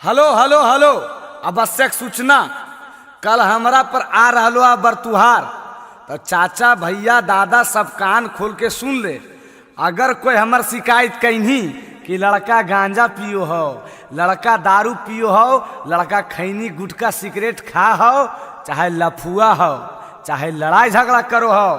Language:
Magahi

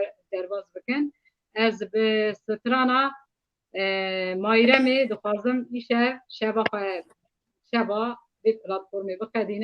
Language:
Kurdish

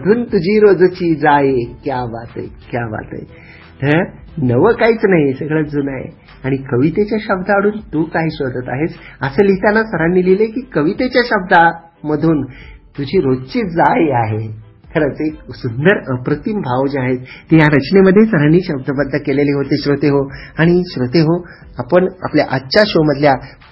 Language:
Marathi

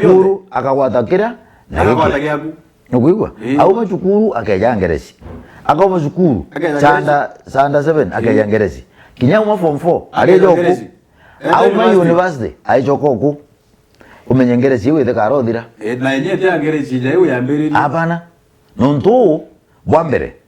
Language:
Meru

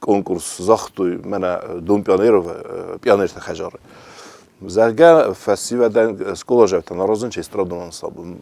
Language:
Ossetic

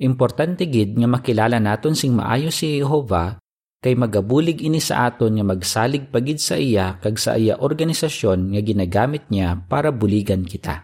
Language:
Hiligaynon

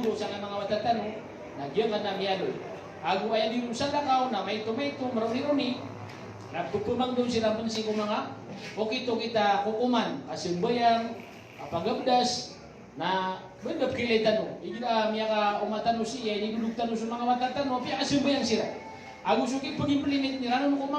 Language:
Maranao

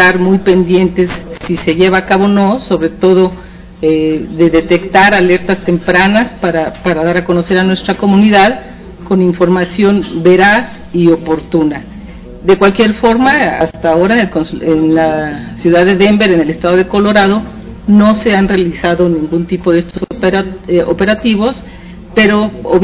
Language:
Spanish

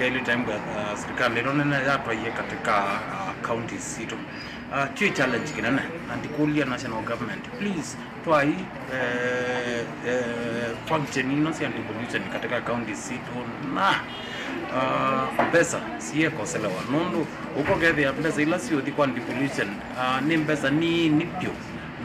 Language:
Kamba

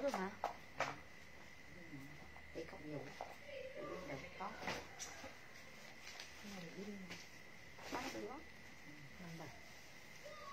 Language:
Vietnamese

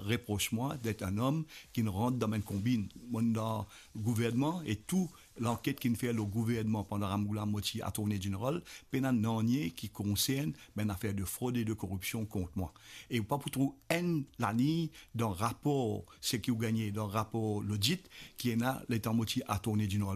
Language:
Morisyen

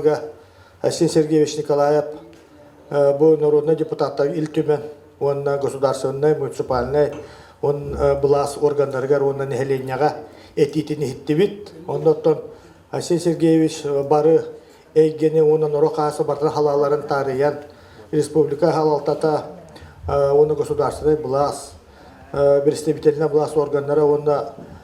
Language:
Yakut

